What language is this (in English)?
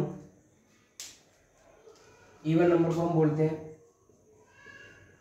Hindi